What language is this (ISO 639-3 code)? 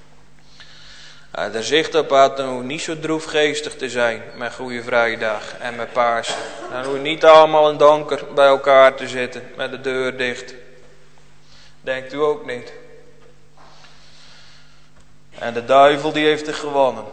nld